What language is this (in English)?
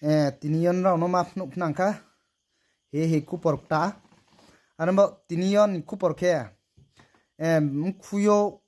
Riang (India)